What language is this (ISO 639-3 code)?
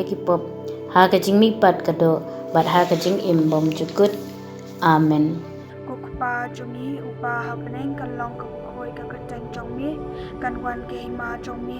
kha